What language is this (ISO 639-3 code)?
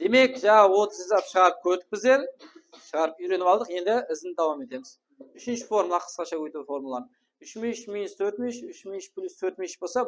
kaa